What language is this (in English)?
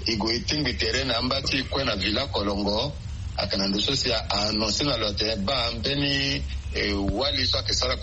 Sango